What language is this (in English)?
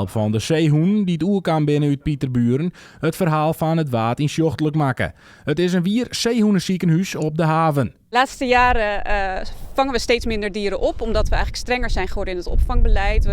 Western Frisian